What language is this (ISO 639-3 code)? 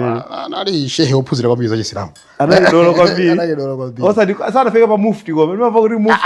nya